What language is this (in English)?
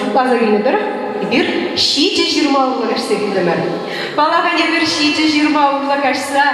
Chuvash